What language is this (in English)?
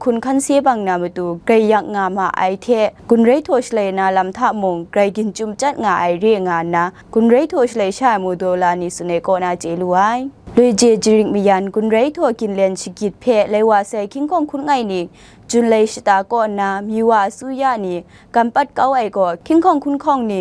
Kachin